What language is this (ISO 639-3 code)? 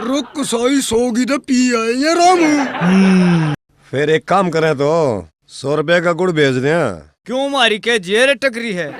bgc